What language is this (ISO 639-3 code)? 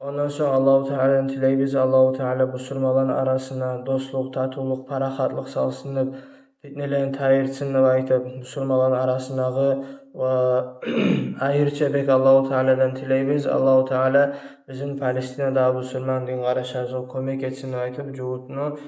kum